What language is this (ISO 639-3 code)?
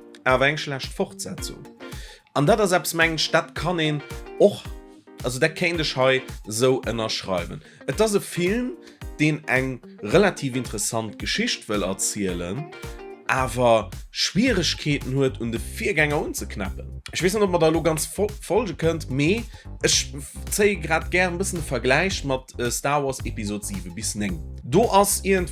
ltz